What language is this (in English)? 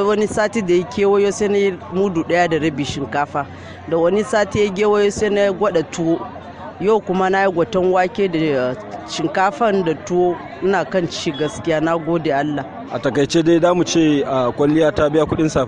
Hausa